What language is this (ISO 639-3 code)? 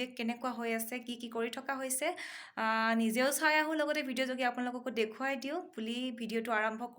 asm